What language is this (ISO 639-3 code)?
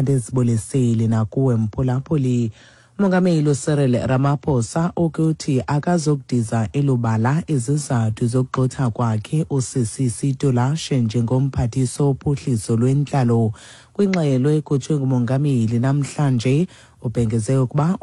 xho